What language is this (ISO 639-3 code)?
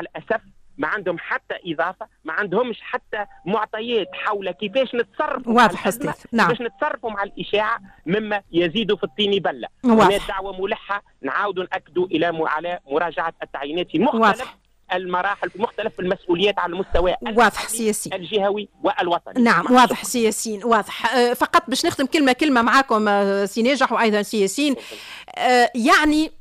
aeb